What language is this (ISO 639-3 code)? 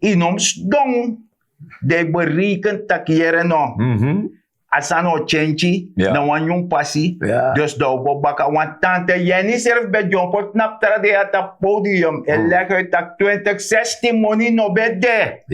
srn